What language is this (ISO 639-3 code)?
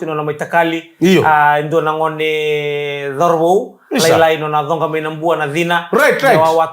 fij